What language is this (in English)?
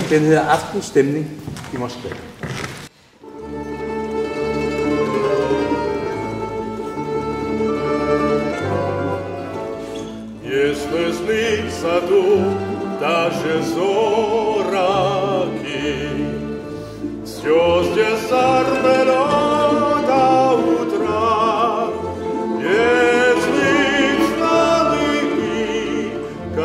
Danish